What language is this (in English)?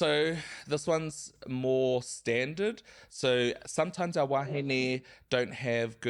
Māori